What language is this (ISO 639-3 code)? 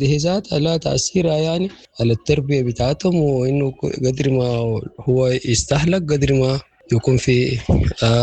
apd